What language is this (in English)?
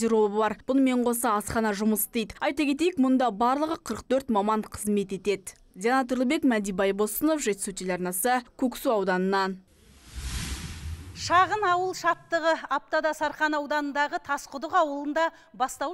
Kazakh